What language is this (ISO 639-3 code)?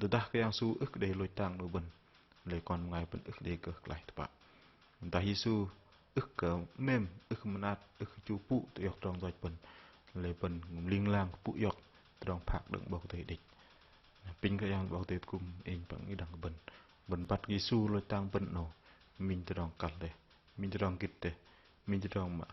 bdq